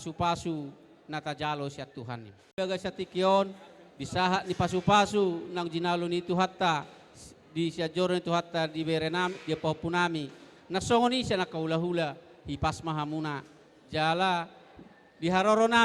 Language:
Batak Toba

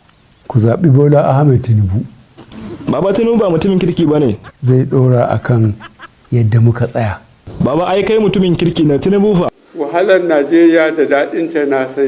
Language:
Hausa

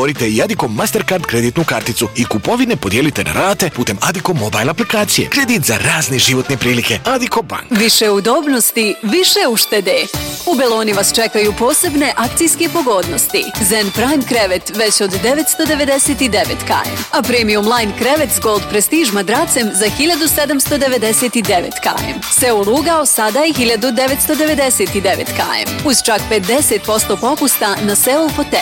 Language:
Bosnian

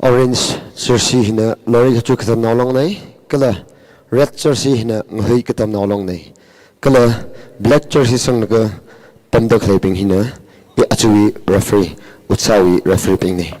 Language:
Tangkhul Naga (India)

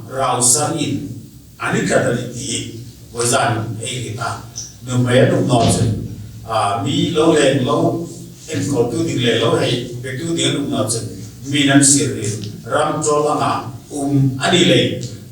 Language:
Hmar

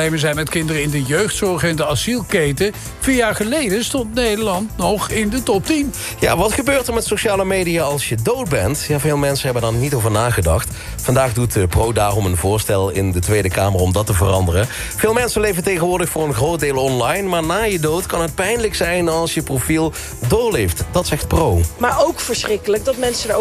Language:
Dutch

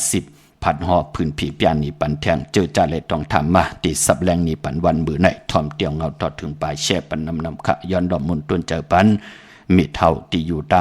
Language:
Shan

